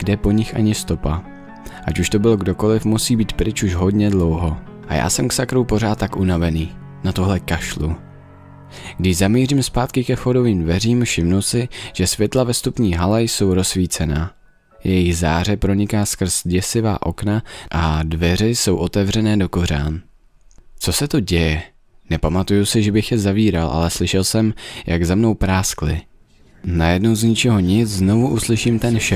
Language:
Czech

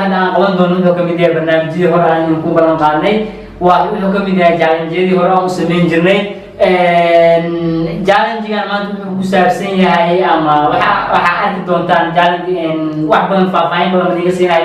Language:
Somali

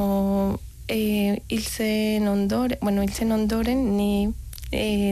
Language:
Basque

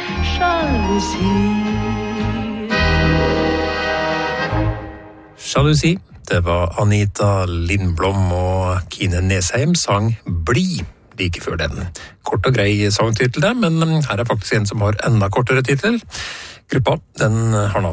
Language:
Norwegian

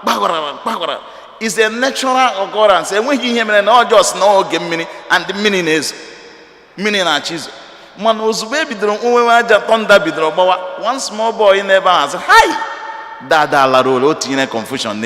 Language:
Igbo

